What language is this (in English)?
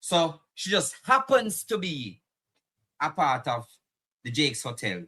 Jamaican Creole English